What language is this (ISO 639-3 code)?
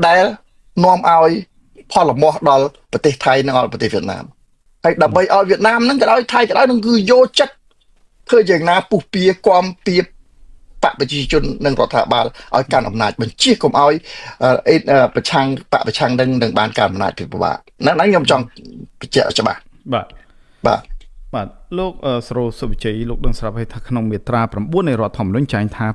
khm